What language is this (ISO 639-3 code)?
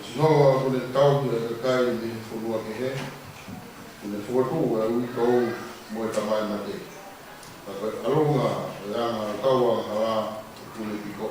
ton